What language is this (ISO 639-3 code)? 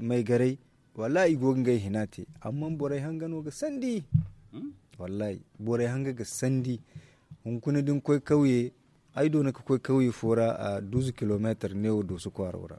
dje